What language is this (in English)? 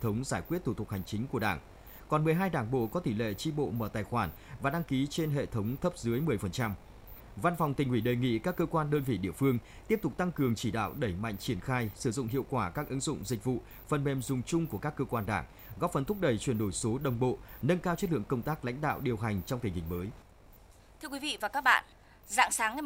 Vietnamese